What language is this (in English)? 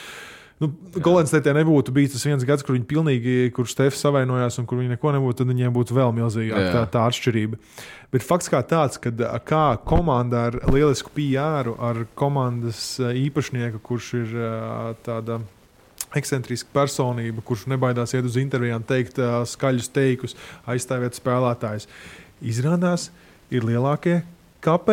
Latvian